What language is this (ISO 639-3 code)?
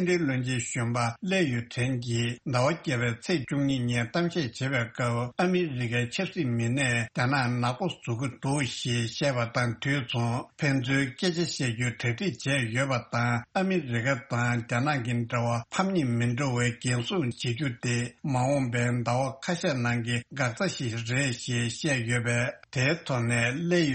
bod